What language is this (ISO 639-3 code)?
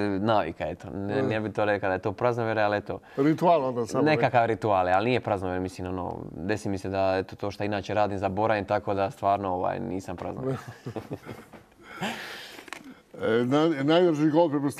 hrv